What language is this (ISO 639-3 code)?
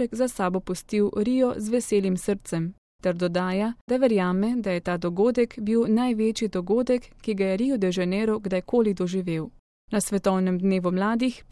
slv